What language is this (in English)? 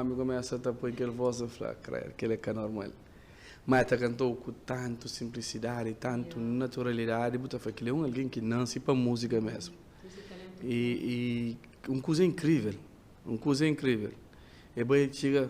Kabuverdianu